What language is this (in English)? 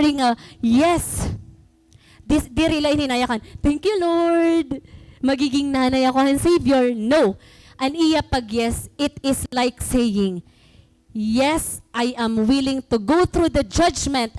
Waray